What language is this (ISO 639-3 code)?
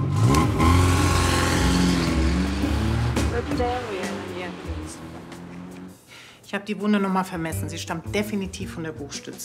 deu